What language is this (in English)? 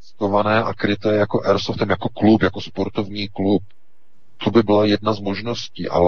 Czech